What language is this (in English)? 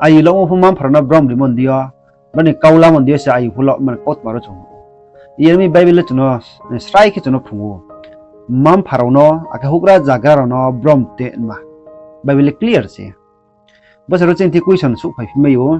Riang (India)